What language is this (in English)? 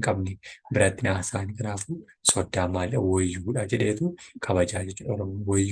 Oromo